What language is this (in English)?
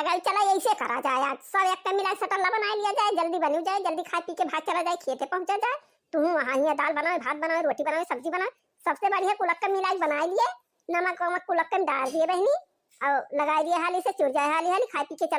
Awadhi